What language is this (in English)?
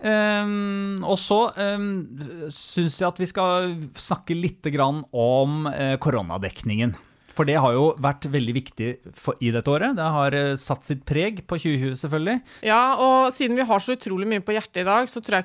Norwegian